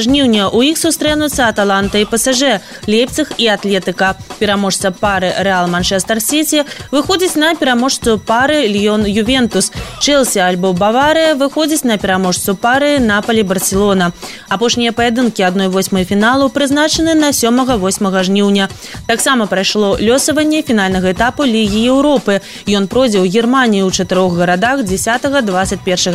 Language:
Belarusian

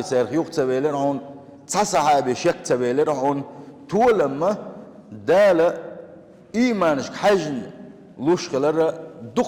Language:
Chechen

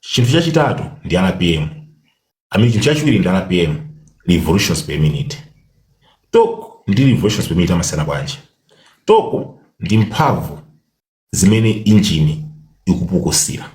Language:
Nyanja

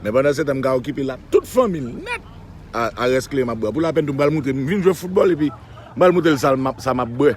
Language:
Haitian Creole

